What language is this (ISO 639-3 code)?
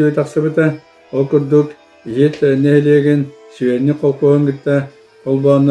sah